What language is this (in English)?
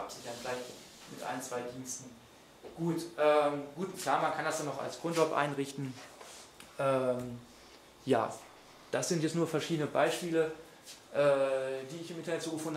German